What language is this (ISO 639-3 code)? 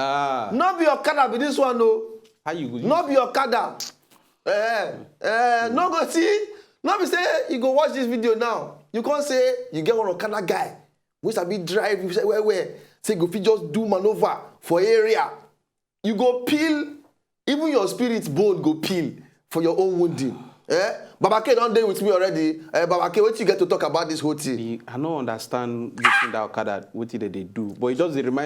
pcm